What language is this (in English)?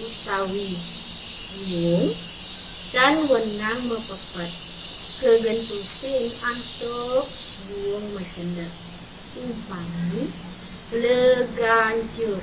Balinese